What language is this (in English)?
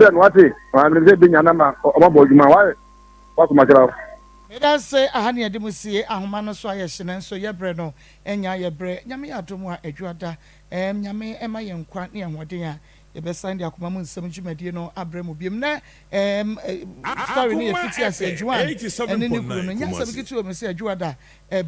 Akan